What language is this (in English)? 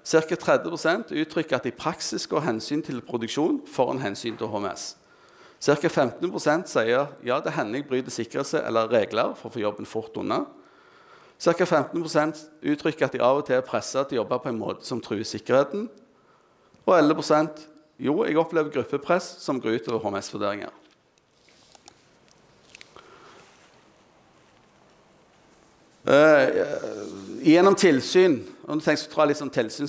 Norwegian